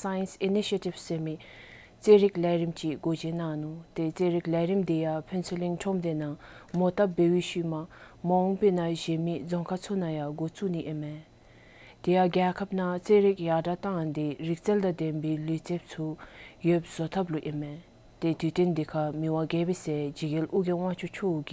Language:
Dzongkha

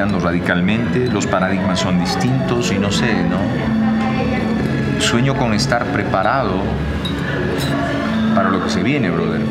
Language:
Spanish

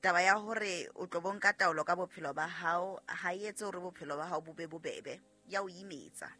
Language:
Southern Sotho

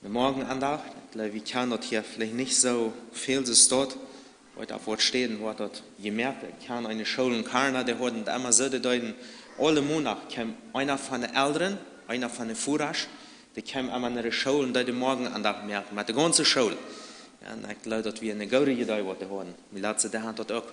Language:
Plautdietsch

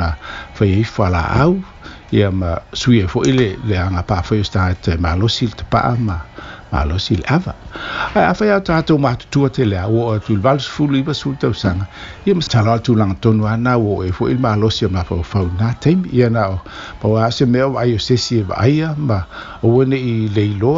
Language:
Samoan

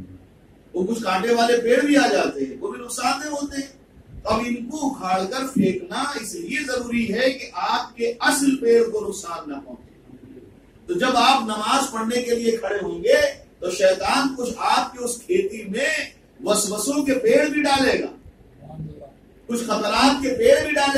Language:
Urdu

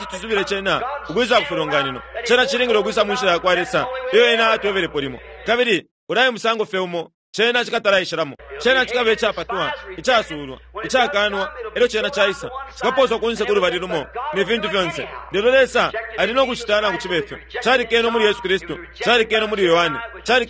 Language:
Bemba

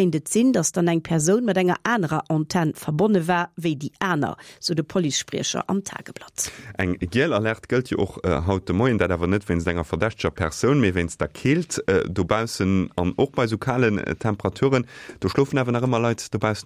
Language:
Luxembourgish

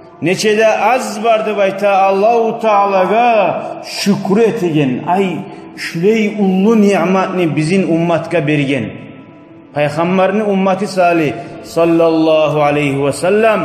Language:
Kumyk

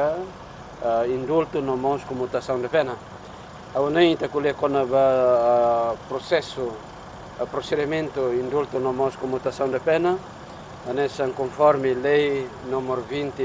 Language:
Tetum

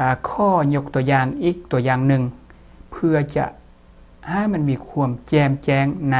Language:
Lao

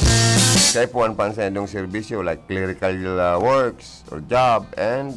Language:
Bikol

